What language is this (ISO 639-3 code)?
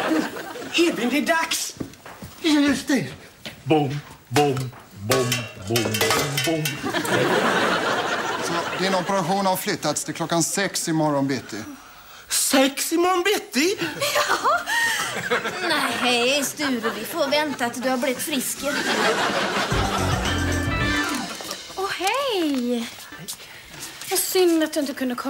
swe